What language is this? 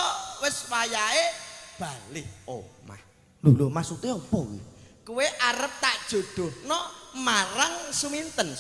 Javanese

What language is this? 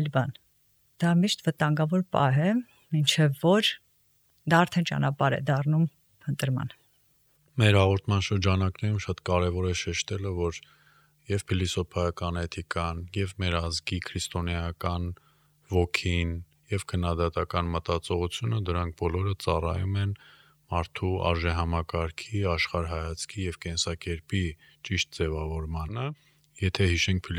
Armenian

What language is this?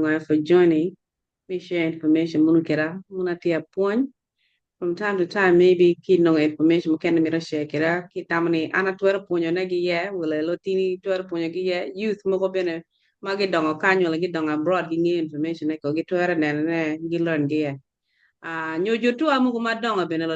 Acoli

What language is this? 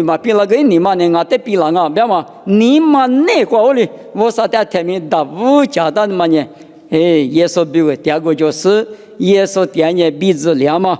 Lisu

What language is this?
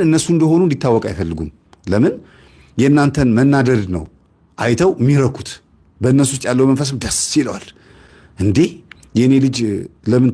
Amharic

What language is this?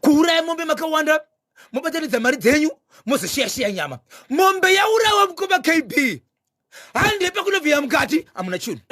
Shona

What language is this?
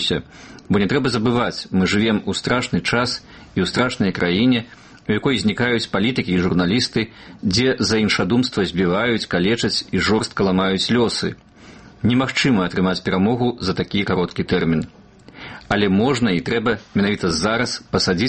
Belarusian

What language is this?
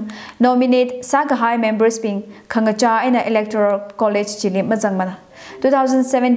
Tangkhul Naga (India)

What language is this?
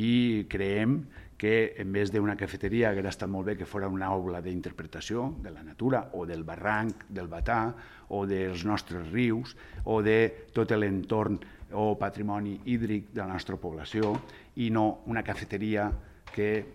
Catalan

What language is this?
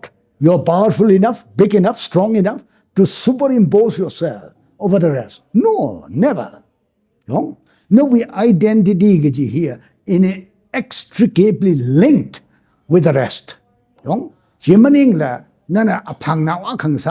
Tangkhul Naga (India)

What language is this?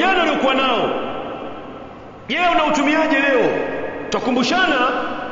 Swahili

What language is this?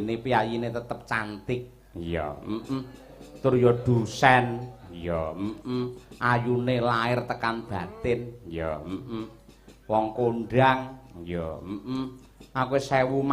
Javanese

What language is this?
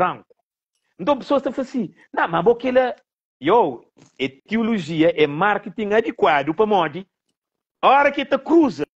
Kabuverdianu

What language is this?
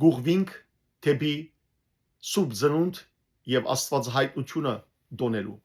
Western Armenian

